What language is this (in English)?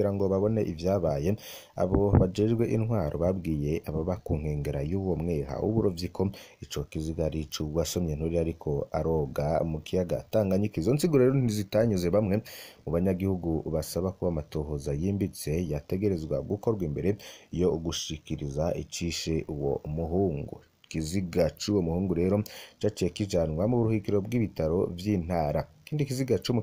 Rundi